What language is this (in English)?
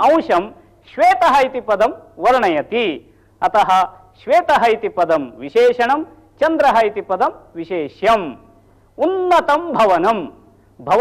Sanskrit